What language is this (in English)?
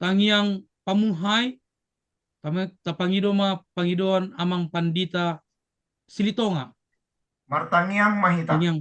Batak Toba